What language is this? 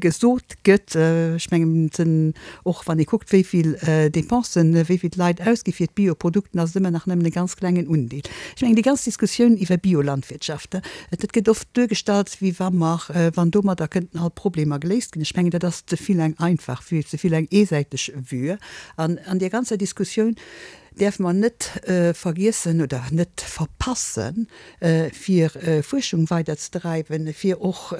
Luxembourgish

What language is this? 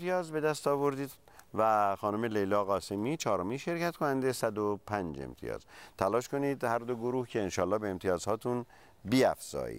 Persian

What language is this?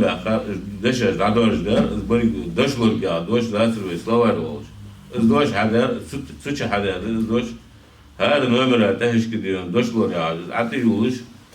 Ingush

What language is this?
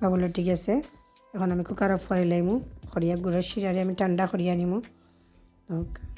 Sylheti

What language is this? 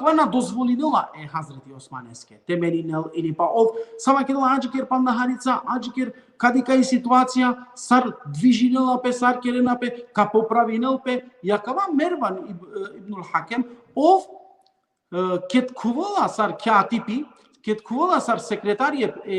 Balkan Romani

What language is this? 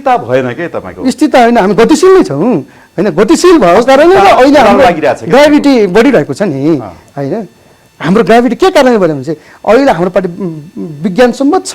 Nepali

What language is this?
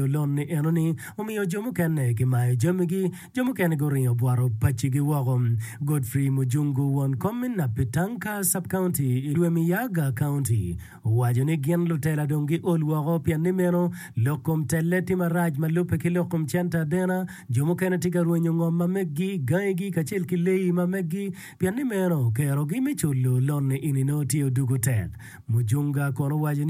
Acoli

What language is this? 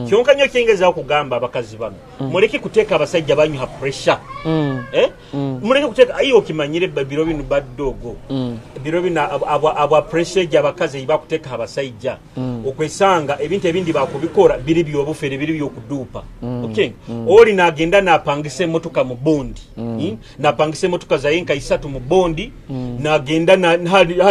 Nyoro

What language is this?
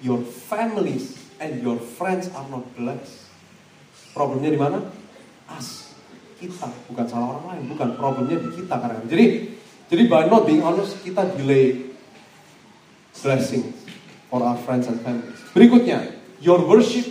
Indonesian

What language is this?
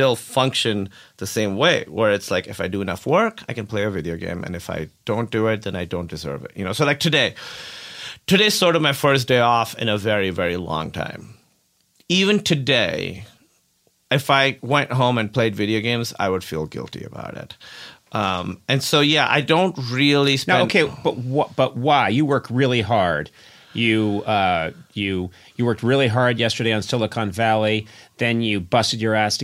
English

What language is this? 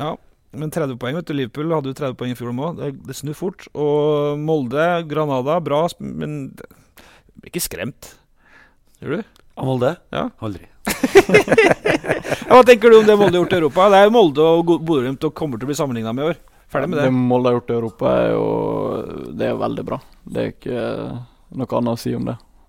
Norwegian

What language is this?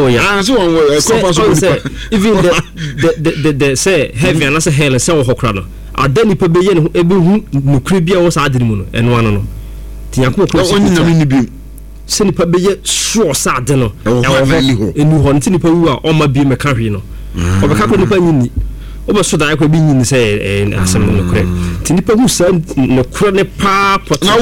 Akan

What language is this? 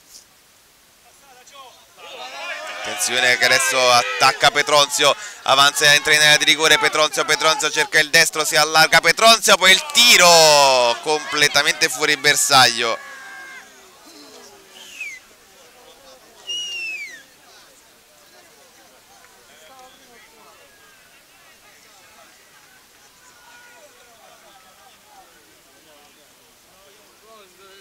Italian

